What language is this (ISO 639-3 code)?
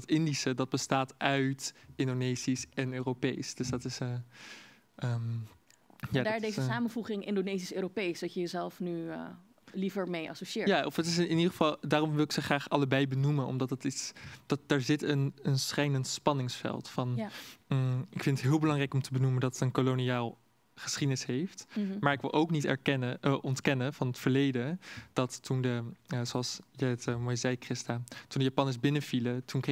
nld